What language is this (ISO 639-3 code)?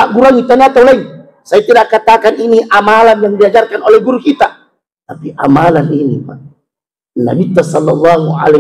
bug